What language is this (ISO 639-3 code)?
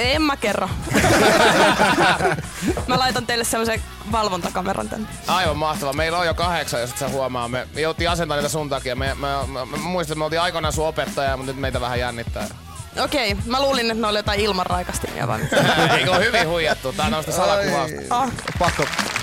fin